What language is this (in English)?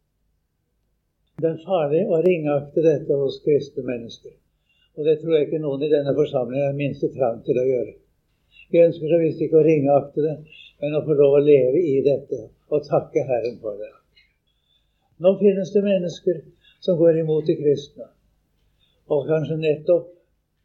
Norwegian